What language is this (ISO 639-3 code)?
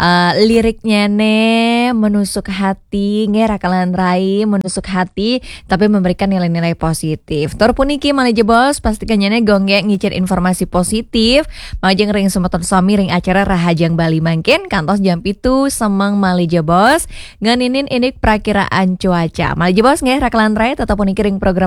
ban